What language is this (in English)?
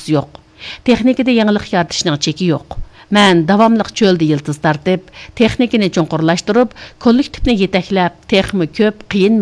Uyghur